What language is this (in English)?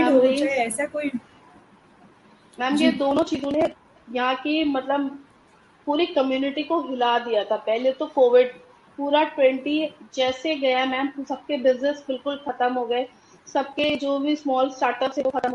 Hindi